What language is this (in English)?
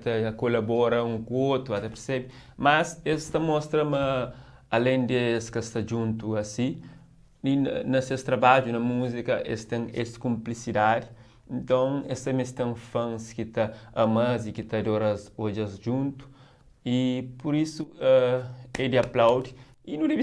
Kabuverdianu